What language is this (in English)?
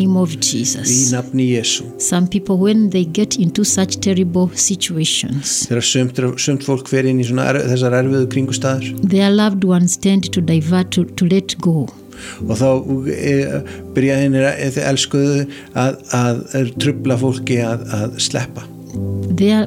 Icelandic